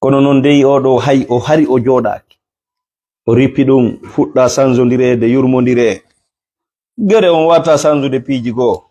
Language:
Fula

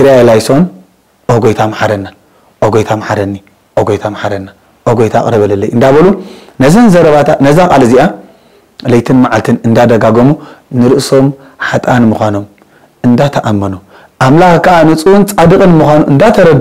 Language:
Tigrinya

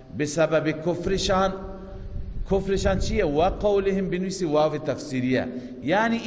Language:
Persian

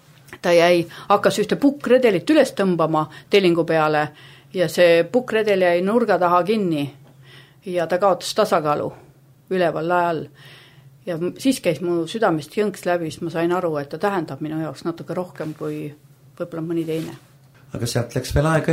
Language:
Estonian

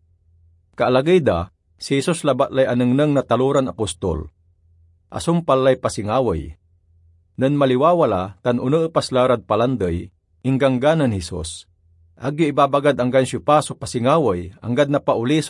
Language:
Pangasinan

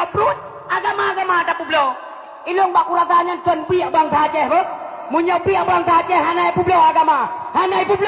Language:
Achinese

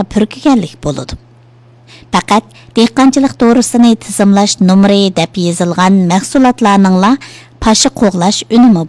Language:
Uyghur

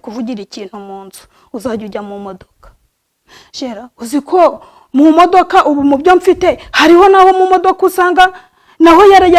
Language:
Kinyarwanda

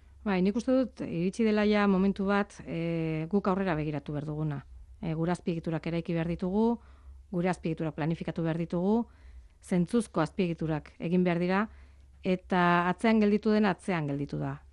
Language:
Basque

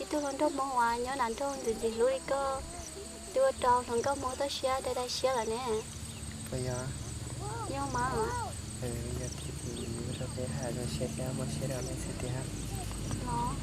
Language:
Hmong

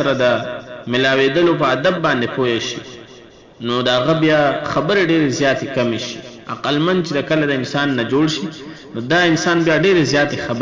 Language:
Pashto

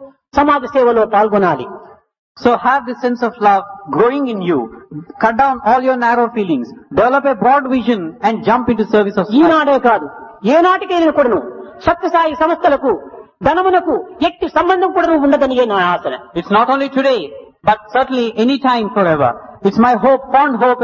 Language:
Telugu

